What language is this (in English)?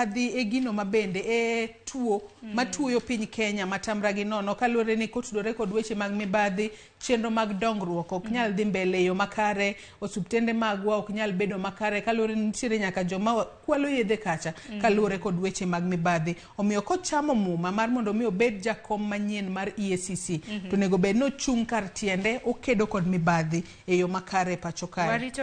Luo (Kenya and Tanzania)